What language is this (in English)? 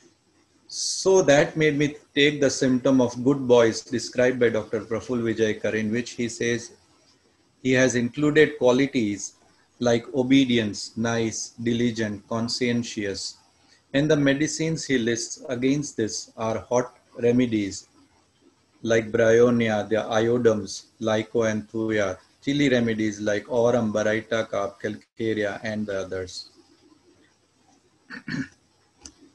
English